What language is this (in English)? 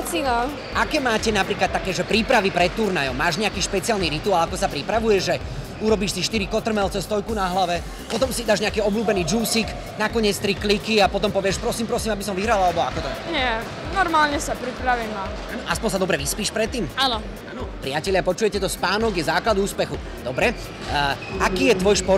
Slovak